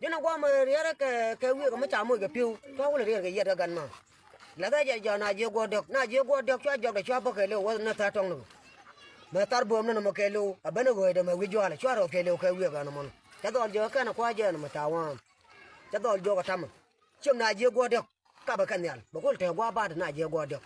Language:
Nuer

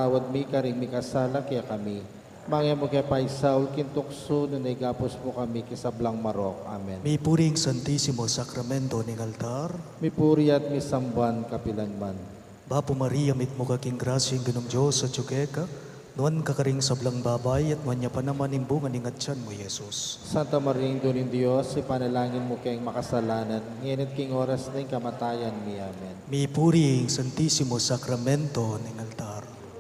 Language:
Pampanga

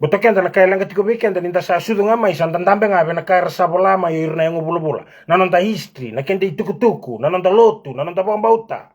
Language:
Fijian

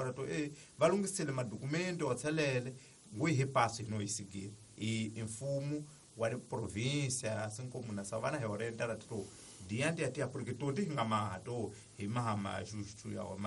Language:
Tsonga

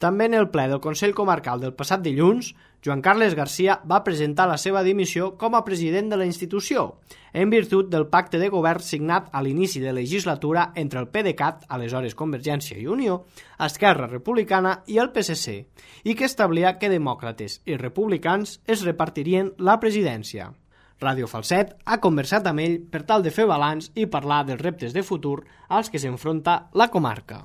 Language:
Catalan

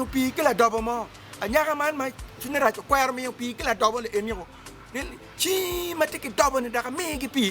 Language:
Acoli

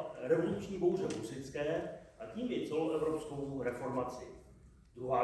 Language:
Czech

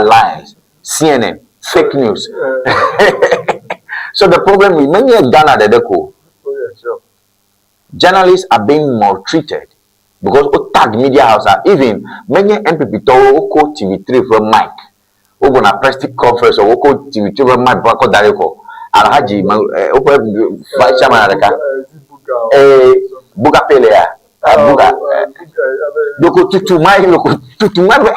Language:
Ewe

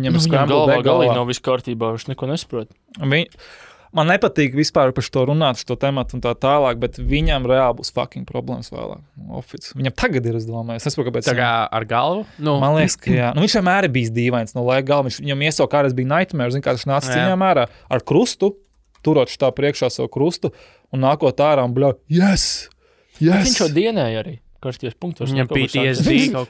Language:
Latvian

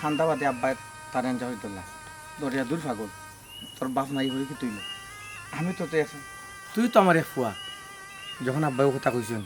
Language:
Sylheti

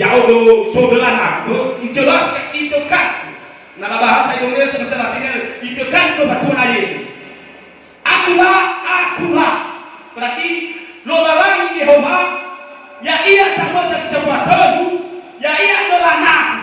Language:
Nias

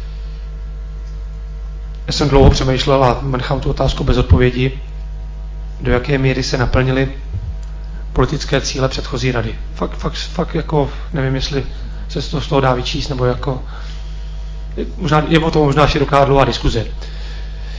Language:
Czech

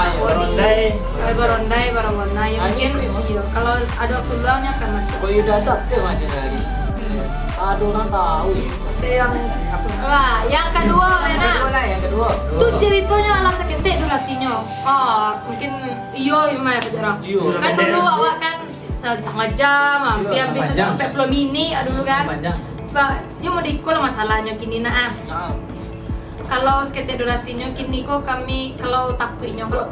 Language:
Minangkabau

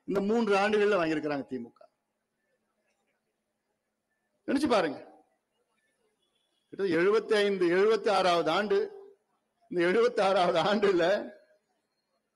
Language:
Tamil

